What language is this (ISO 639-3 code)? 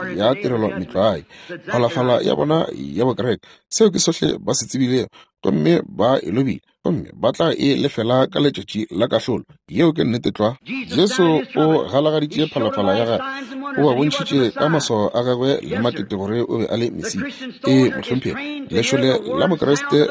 nso